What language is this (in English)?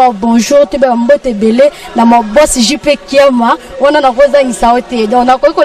Lingala